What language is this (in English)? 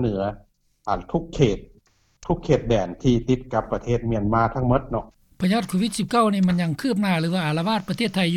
Lao